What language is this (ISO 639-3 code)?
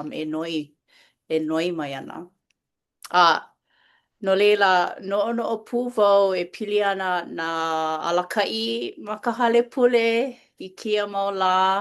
haw